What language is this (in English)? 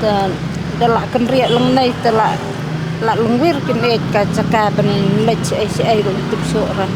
Khasi